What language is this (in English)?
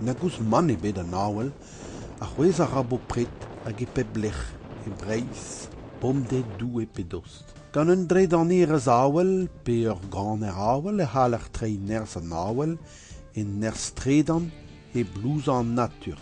Breton